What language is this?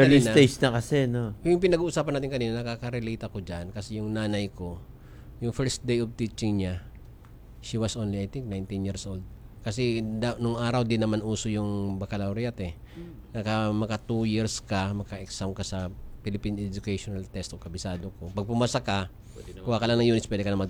Filipino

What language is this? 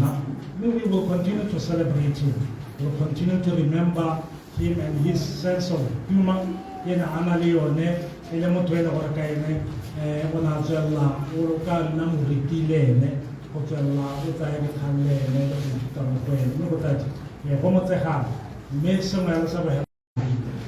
Tswana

